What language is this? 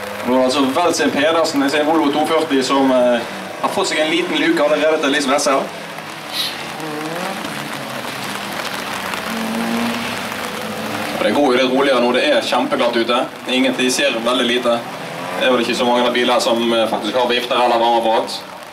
Norwegian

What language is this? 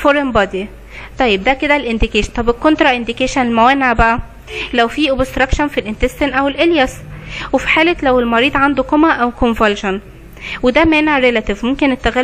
Egyptian Arabic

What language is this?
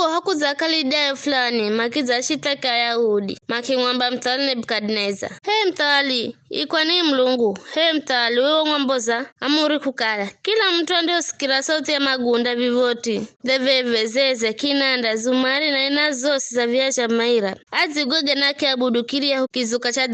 Giryama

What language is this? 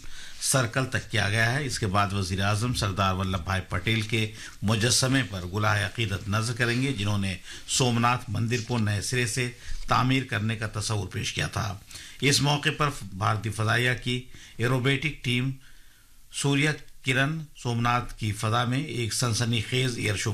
Urdu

